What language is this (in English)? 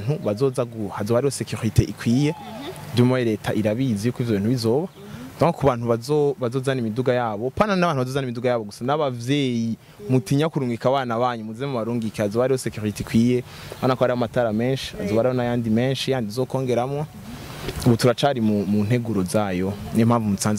Rundi